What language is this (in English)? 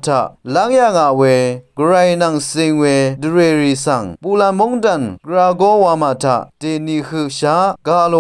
Rawang